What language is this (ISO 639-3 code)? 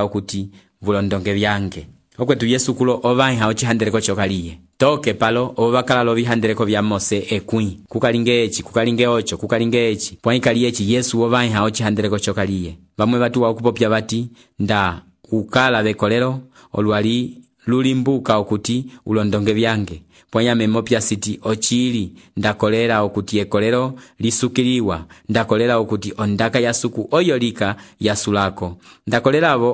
umb